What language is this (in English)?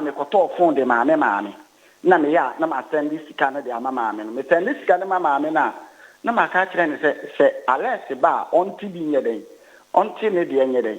Akan